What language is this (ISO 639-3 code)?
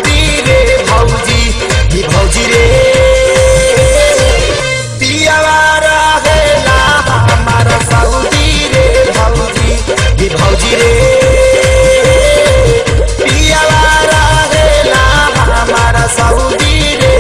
bho